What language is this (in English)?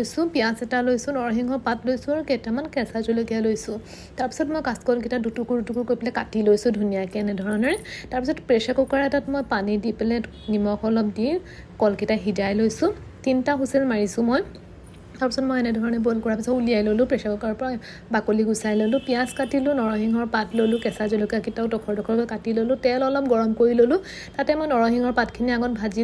Assamese